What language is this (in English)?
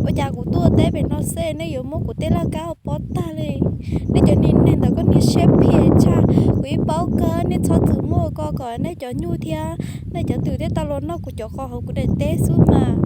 Hmong